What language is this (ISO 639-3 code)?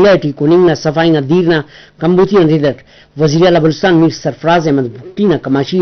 brh